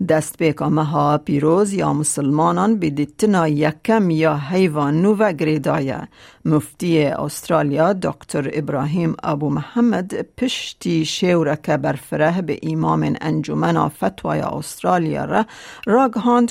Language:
Kurdish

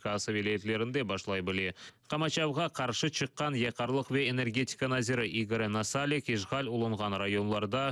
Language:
Crimean Tatar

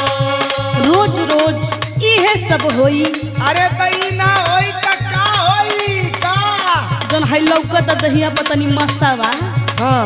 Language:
Bhojpuri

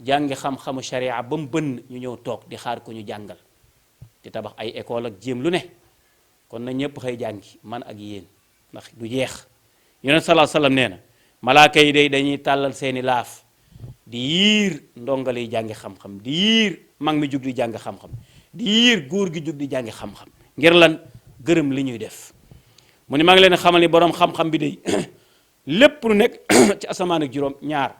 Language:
Wolof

